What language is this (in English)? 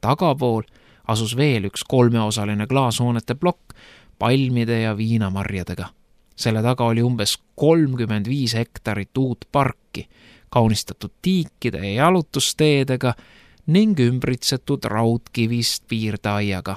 Estonian